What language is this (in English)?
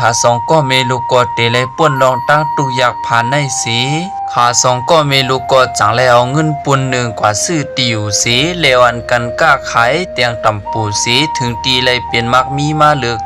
Shan